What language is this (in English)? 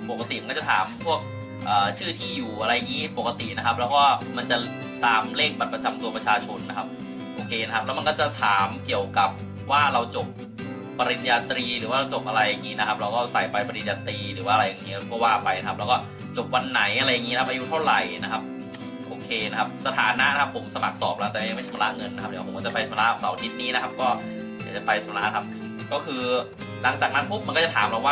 Thai